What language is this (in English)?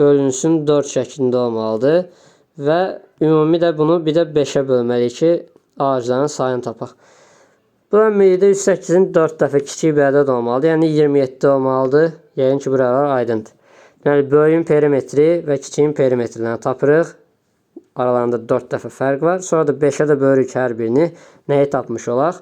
Azerbaijani